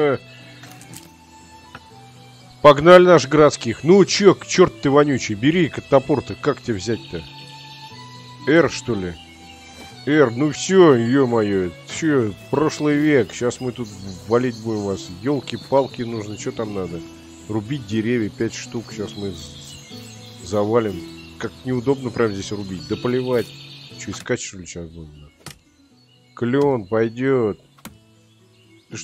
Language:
Russian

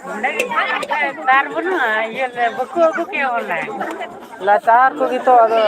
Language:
Santali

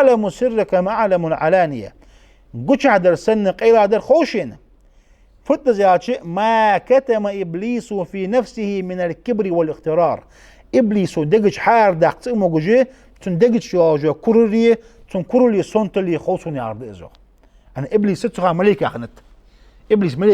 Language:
Ingush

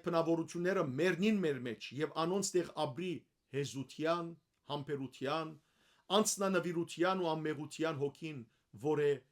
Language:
Western Armenian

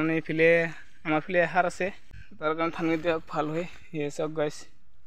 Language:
Assamese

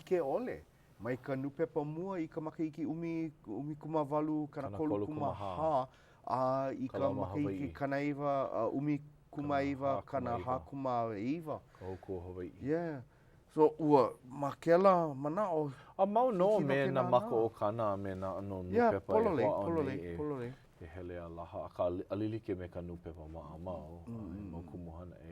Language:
Hawaiian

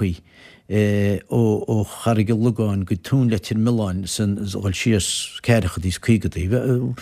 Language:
Irish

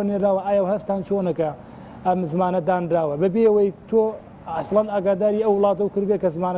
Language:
Central Kurdish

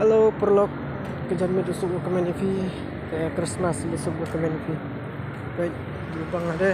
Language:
Khasi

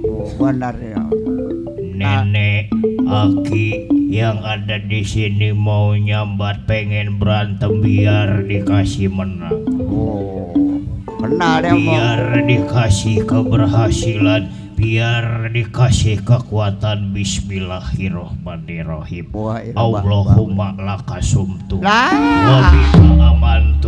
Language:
Betawi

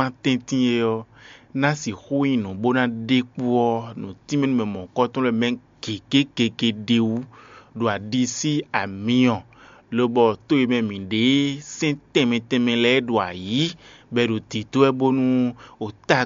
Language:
Fon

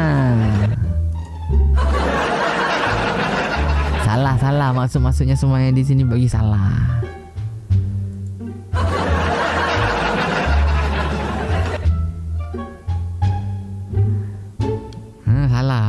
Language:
Malay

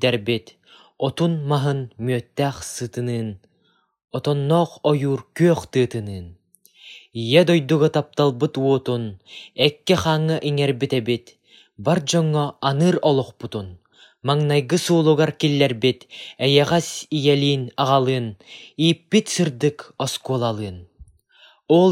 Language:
Yakut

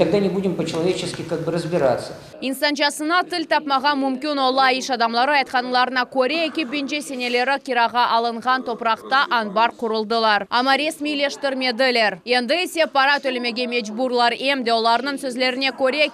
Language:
Crimean Tatar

